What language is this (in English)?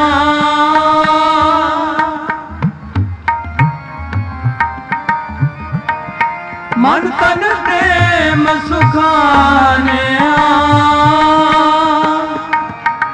Punjabi